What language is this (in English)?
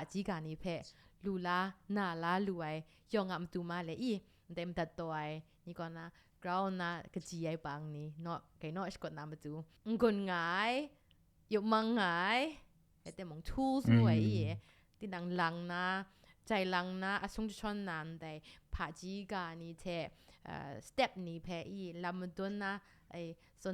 Kachin